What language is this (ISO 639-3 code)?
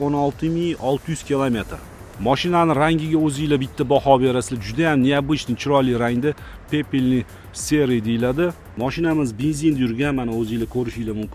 uzb